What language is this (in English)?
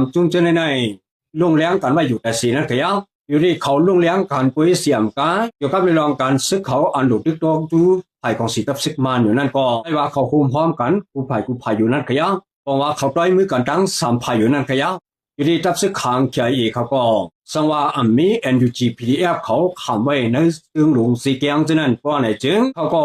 Shan